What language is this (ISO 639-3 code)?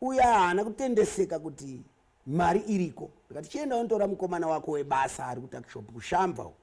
sna